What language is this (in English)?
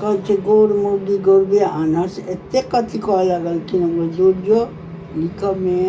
Maithili